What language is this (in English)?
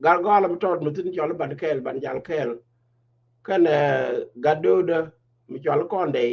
Nuer